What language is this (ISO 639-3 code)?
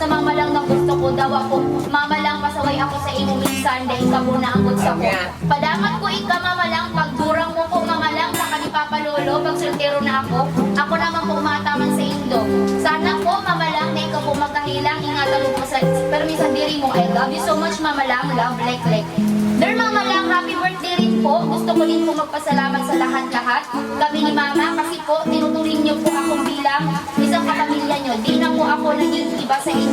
bik